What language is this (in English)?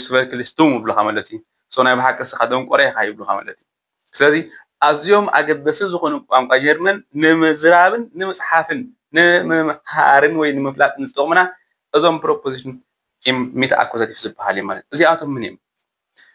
Tigrinya